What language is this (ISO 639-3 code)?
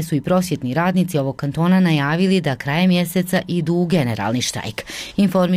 bos